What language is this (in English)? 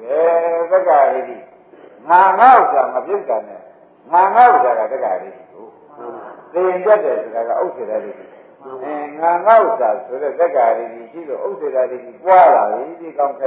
Burmese